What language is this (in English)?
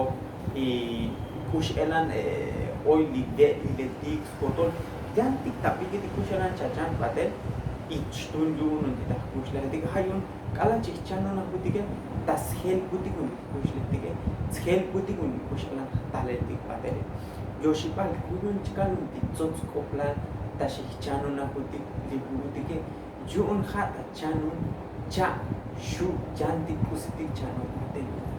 Tzotzil